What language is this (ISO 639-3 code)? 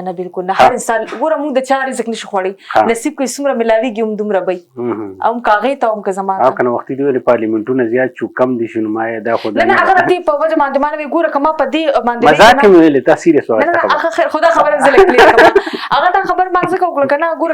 pus